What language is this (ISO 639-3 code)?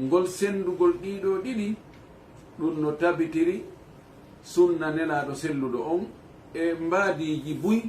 ful